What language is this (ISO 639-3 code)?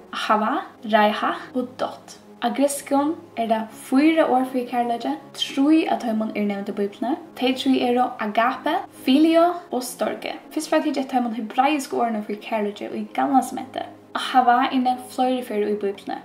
fao